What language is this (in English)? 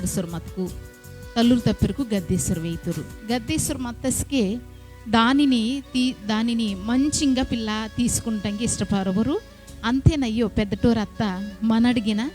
Koya